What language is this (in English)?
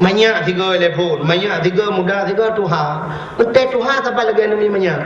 Achinese